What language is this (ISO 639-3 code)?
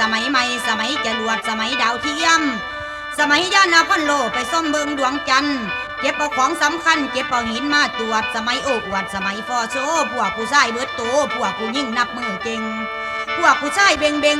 tts